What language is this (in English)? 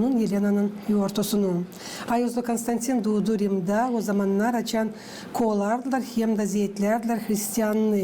Gagauz